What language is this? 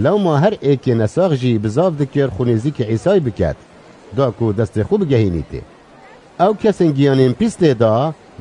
Kurdish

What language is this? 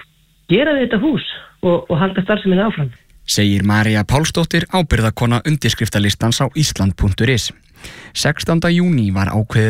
Icelandic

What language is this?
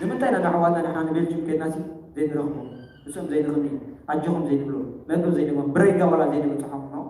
Tigrinya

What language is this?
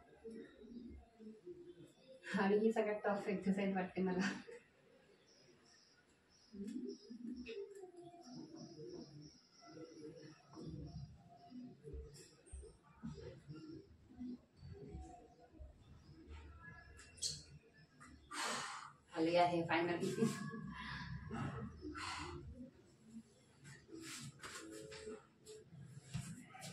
Marathi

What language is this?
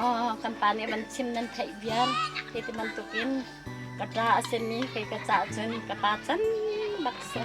Hakha Chin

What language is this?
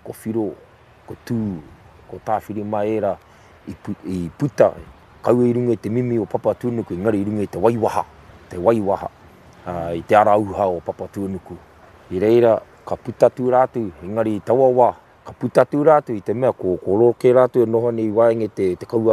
Māori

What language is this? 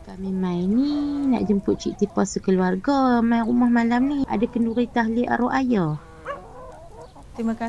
Malay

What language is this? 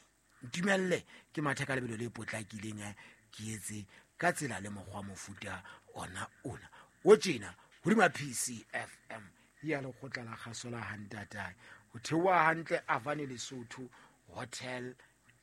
Southern Sotho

